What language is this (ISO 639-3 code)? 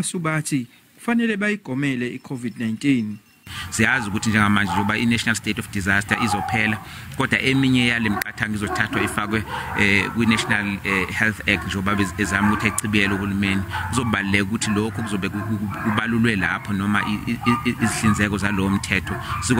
zul